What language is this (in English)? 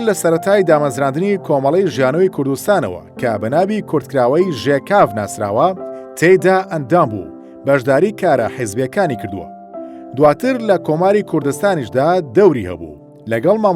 Central Kurdish